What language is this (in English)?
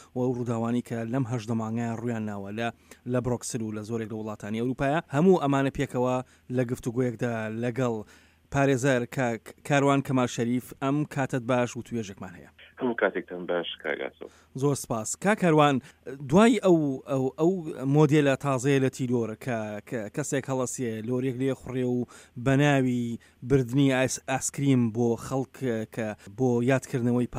Central Kurdish